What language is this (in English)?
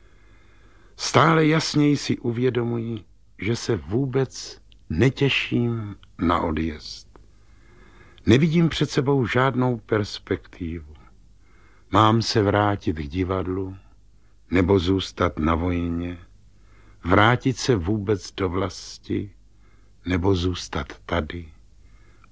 Czech